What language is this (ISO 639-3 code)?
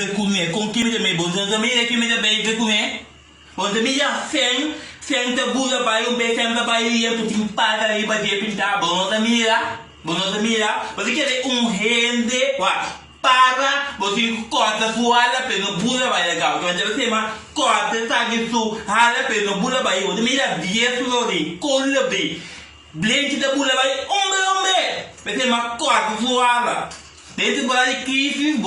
pap